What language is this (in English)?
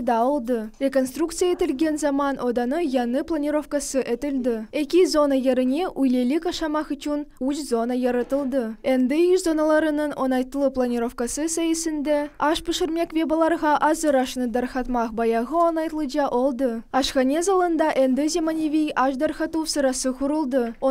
Crimean Tatar